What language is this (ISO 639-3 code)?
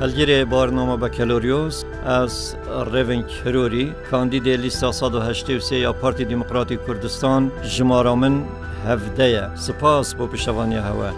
kur